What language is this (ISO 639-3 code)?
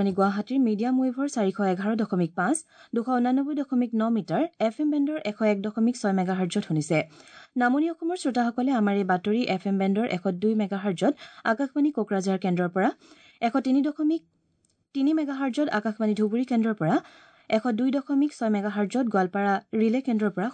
asm